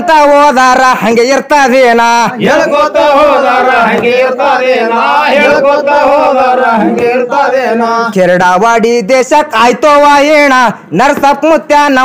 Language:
Kannada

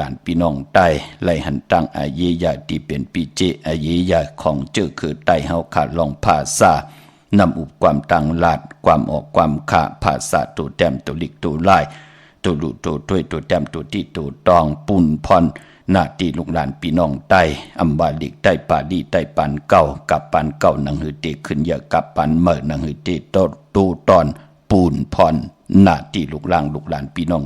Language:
Shan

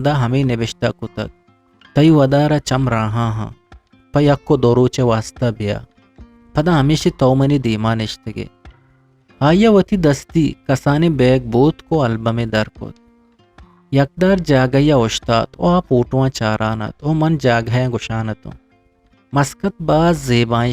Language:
Eastern Balochi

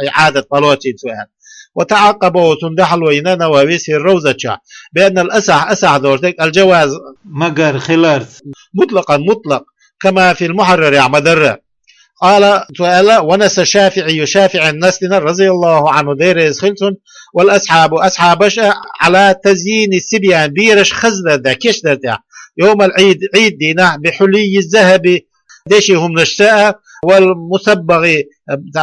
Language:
Chechen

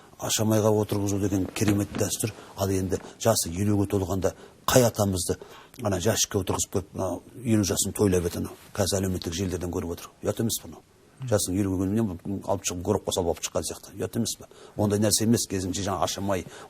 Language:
Kazakh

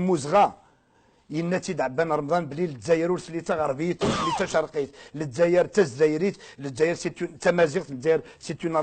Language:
Kabyle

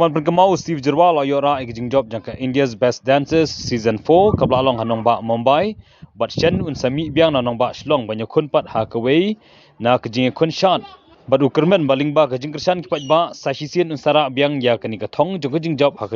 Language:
Khasi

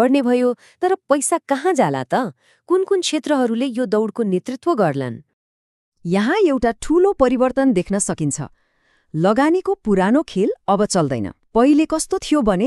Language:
Nepali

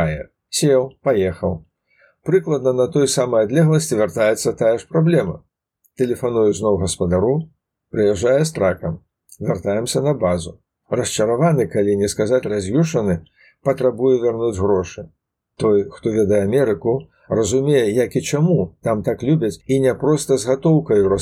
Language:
Belarusian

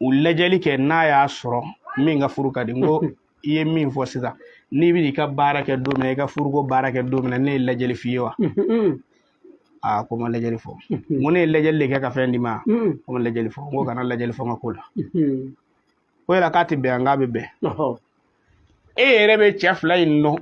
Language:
Bambara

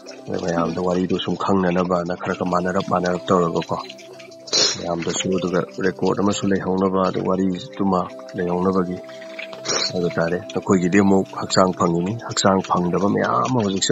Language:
Manipuri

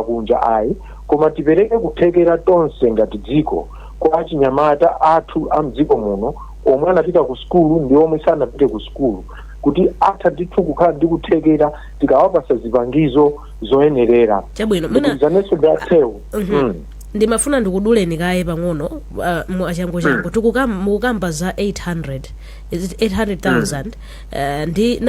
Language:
Nyanja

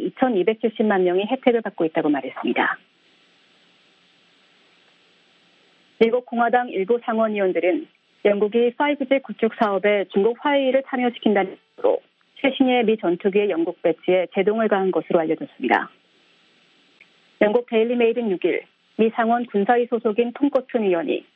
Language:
Korean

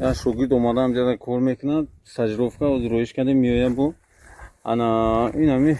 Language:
Tajik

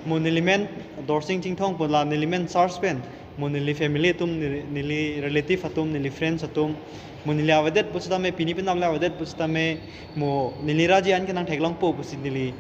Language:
Karbi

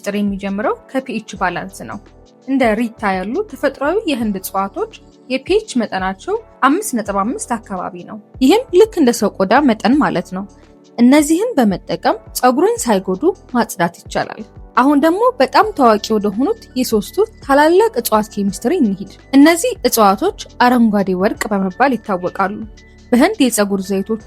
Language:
Amharic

